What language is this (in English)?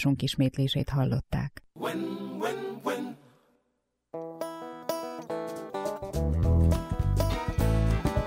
Hungarian